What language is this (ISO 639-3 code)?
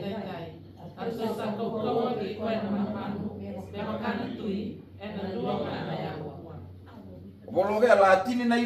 fij